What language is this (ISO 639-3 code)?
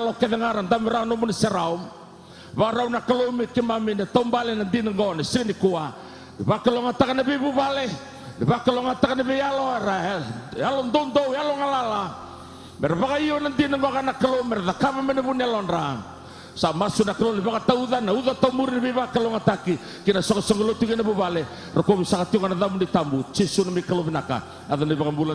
fij